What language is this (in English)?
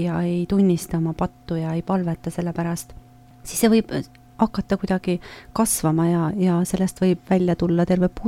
Estonian